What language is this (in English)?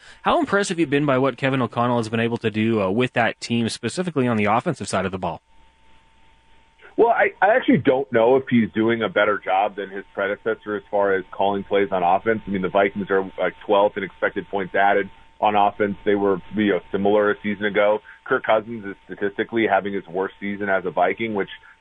English